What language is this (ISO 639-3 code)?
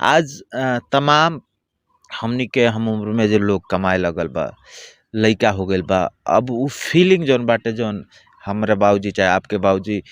bho